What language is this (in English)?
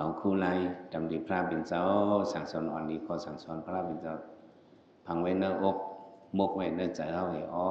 Shan